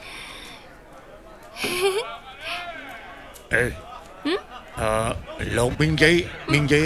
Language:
Vietnamese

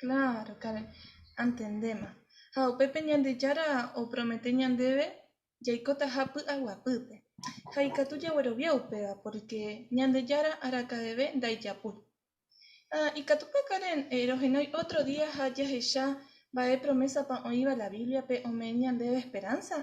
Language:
Guarani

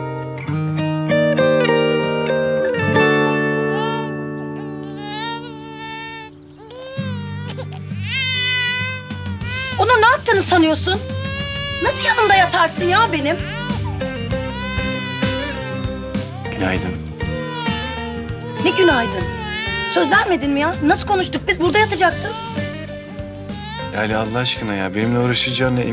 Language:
Turkish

